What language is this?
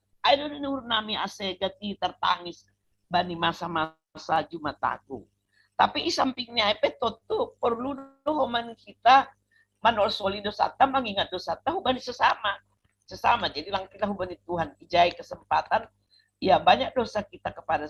Batak Simalungun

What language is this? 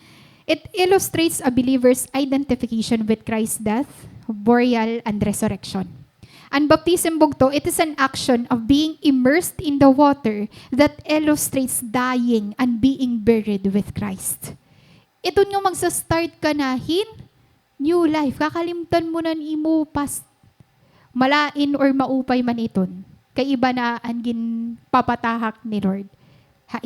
Waray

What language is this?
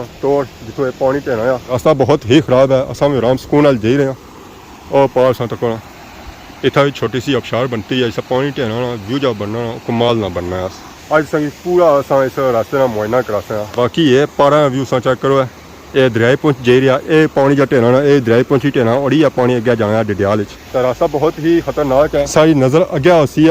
Pahari-Potwari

